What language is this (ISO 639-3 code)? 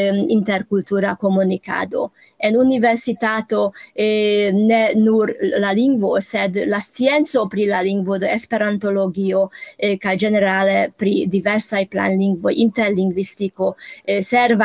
epo